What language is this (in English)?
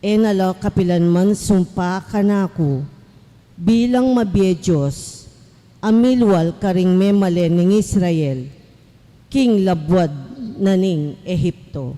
Pampanga